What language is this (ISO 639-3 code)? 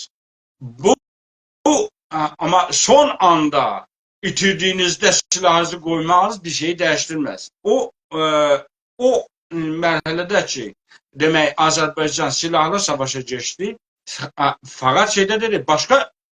azb